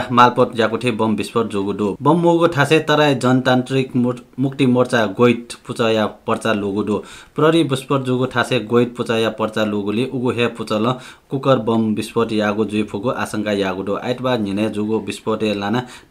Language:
Newari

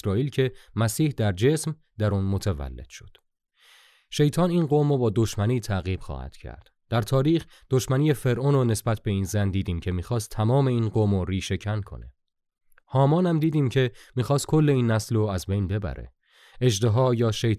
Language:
Persian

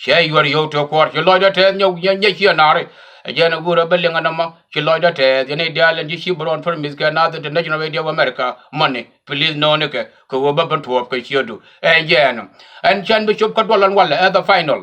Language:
Nuer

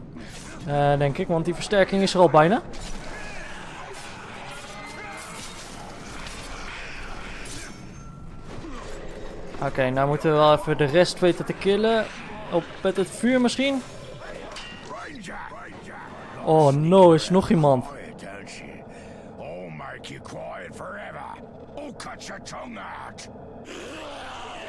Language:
Dutch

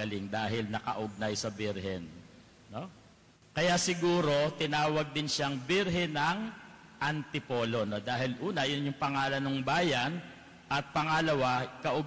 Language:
Filipino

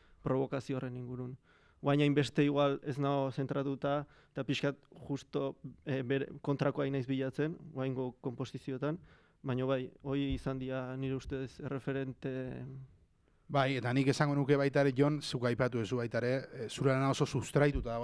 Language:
Basque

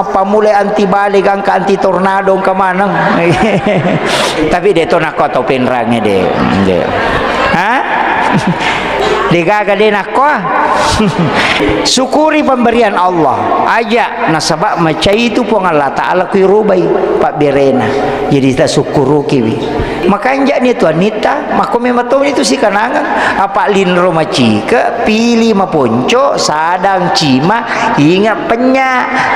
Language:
Buginese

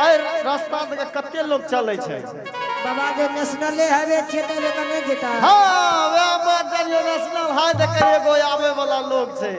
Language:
Angika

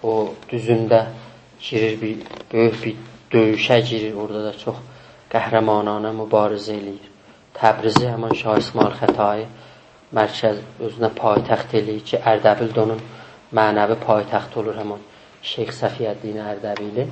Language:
South Azerbaijani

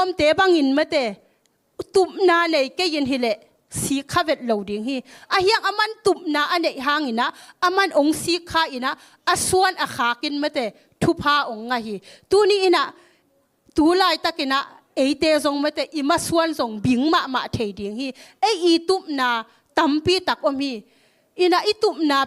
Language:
Tedim Chin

